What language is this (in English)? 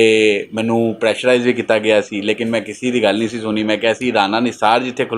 Western Panjabi